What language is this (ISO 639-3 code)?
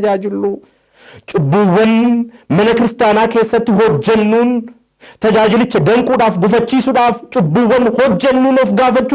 orm